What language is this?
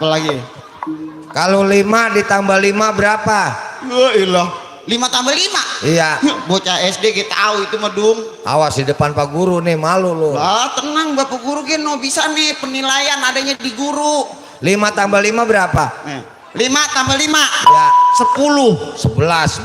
Betawi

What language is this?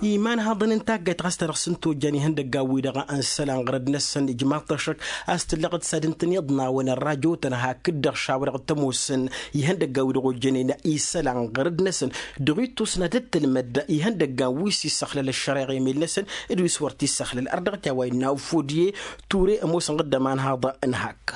Tamasheq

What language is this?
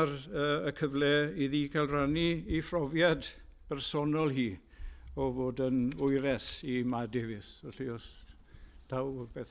Welsh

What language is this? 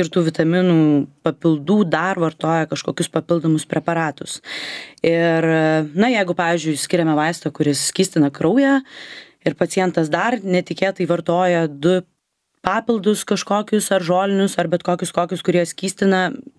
Lithuanian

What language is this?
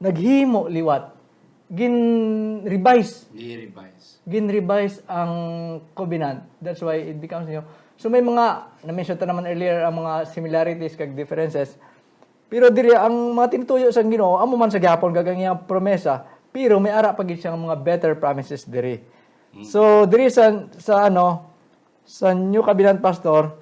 Hiligaynon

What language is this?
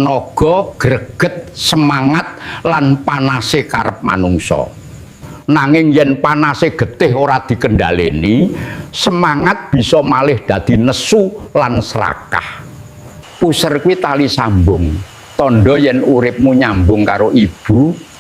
Javanese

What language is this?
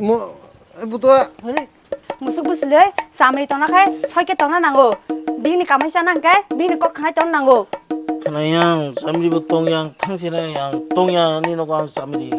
Kok Borok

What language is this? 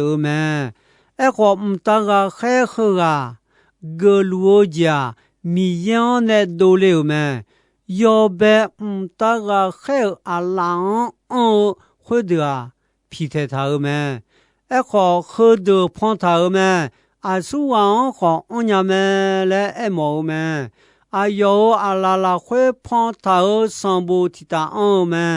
Akha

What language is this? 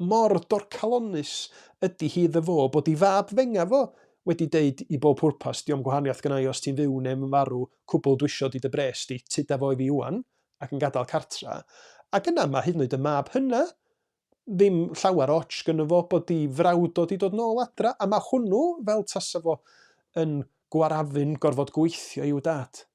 Welsh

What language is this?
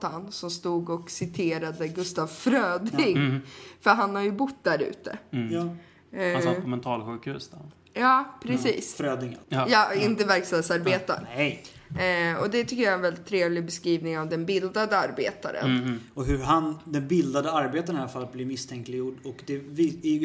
Swedish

